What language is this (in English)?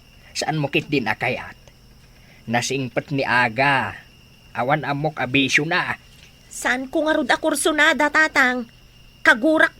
Iloko